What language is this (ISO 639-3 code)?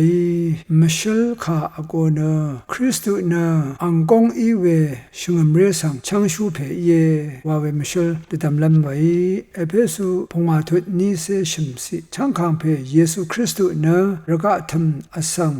raw